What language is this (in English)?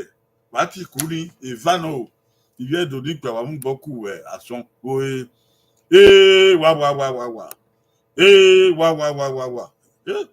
Bini